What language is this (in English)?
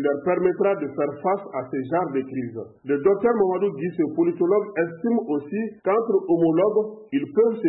French